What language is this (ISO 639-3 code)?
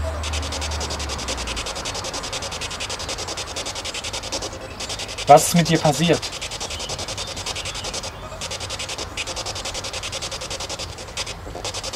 deu